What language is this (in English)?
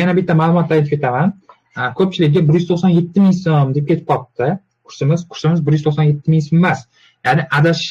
Uzbek